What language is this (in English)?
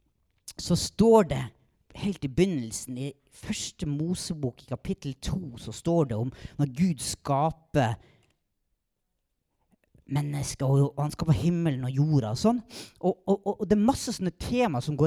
Norwegian